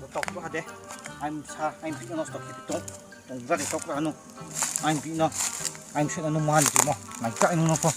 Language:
Riang (India)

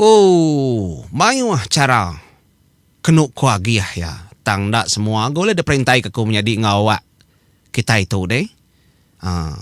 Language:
Iban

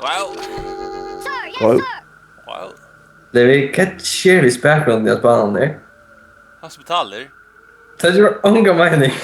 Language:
Faroese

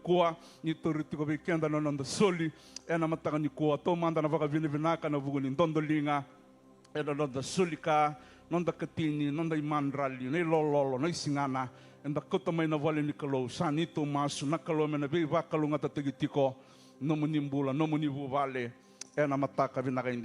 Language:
Fijian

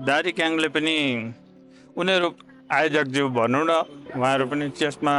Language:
Nepali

